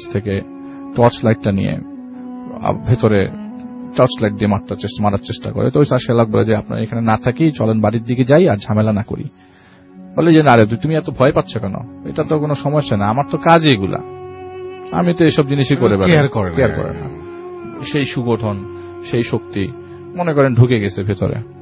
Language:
Bangla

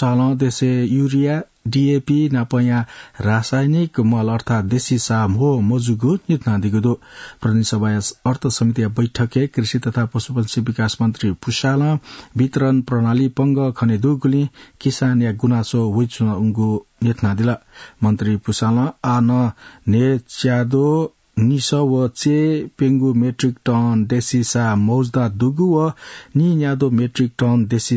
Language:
Newari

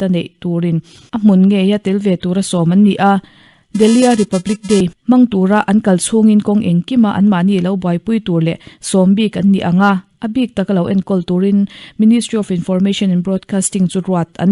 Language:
Mizo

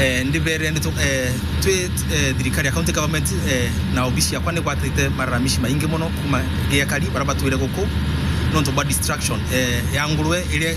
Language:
Meru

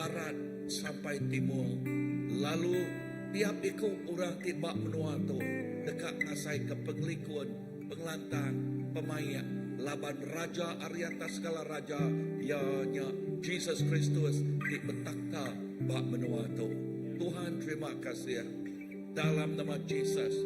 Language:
Iban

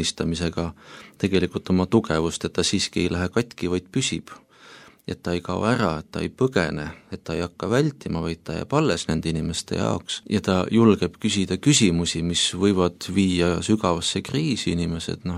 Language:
Estonian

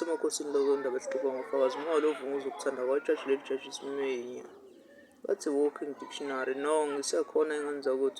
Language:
Zulu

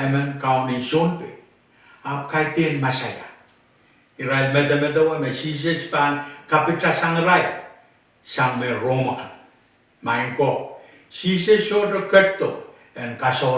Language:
Pohnpeian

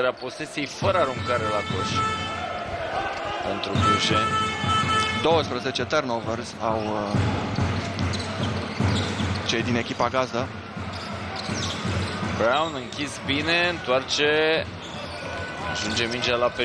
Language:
Romanian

